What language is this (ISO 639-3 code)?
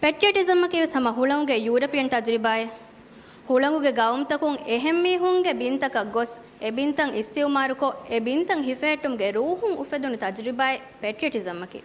div